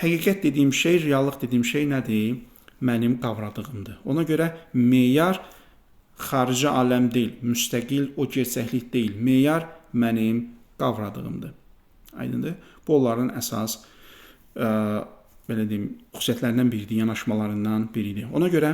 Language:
Azerbaijani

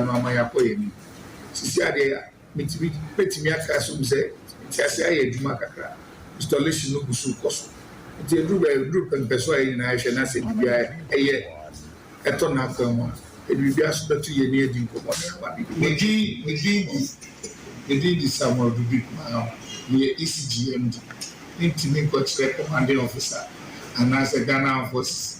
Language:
Akan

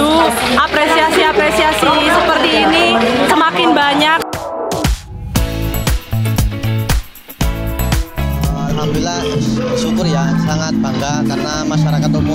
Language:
Indonesian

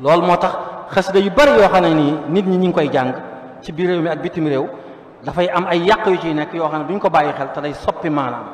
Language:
Wolof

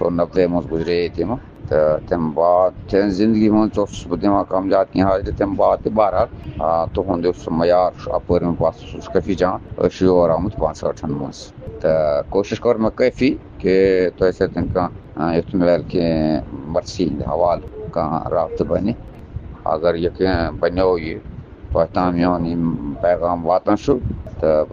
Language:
Kashmiri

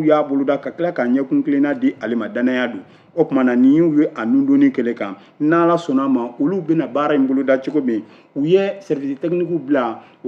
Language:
Bambara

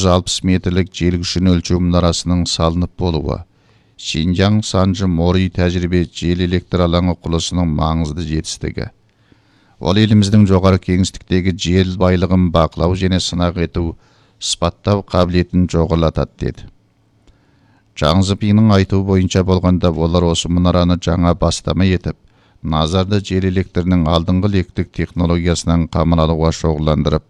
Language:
Kazakh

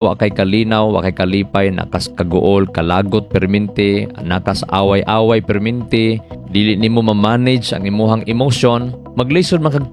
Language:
Cebuano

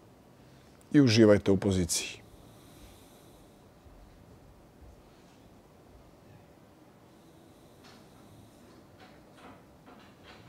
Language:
Croatian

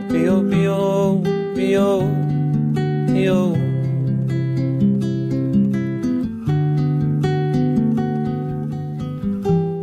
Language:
Persian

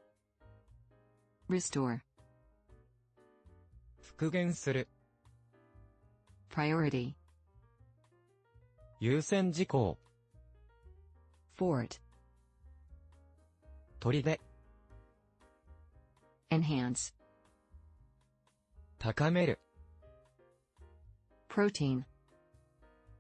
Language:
Japanese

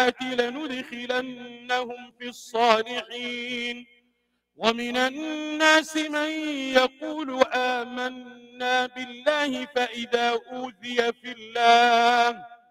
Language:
Arabic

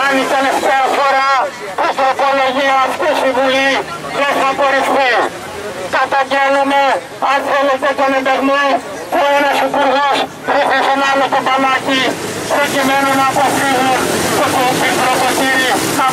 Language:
Greek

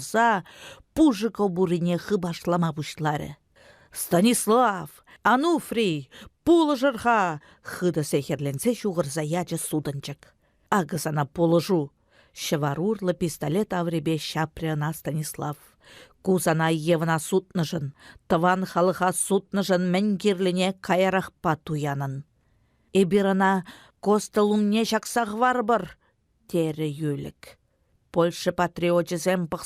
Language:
Chuvash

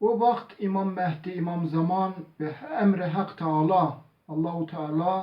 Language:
Zaza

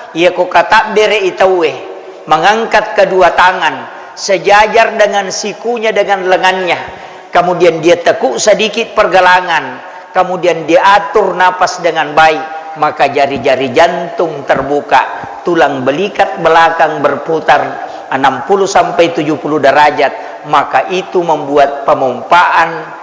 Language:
Buginese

